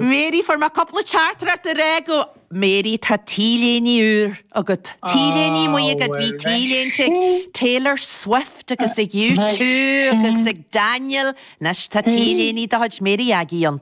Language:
Irish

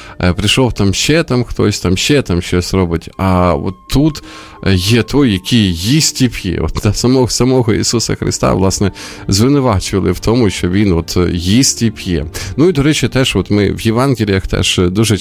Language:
Ukrainian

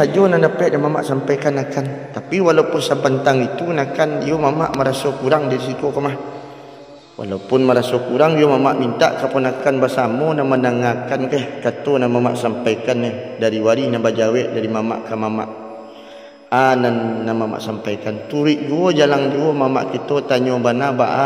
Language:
Minangkabau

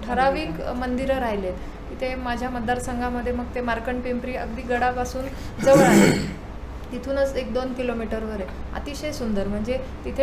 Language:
Marathi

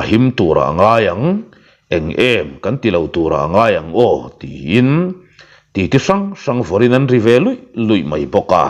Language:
Mizo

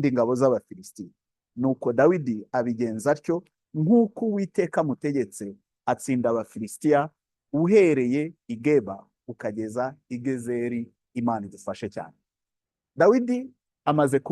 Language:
Kinyarwanda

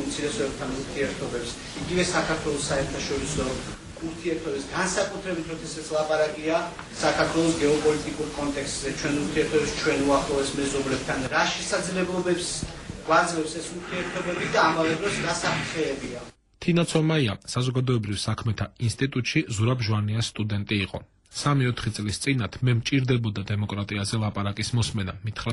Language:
Georgian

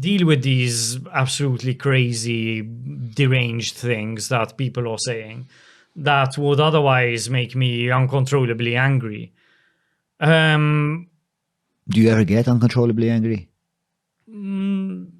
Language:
English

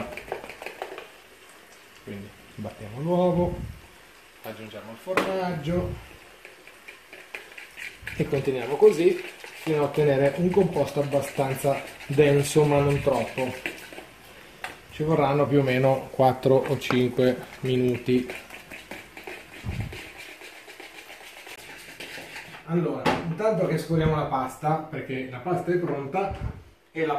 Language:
Italian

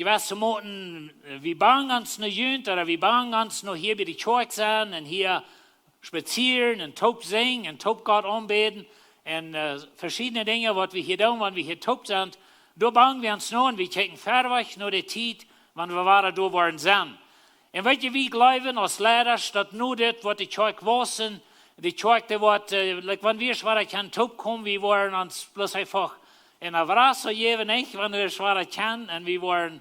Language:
Plautdietsch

